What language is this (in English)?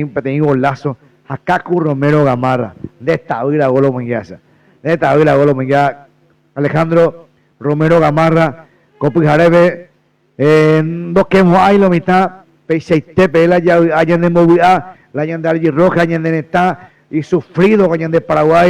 Guarani